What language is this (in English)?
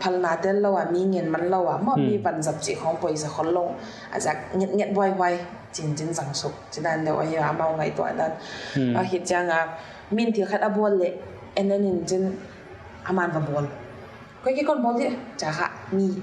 Paite Chin